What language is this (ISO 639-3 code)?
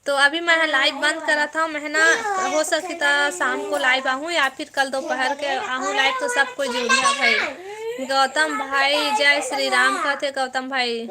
hne